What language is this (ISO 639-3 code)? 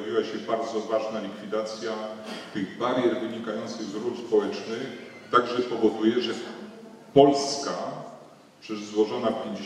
pol